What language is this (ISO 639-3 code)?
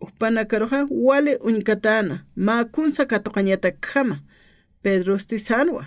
aym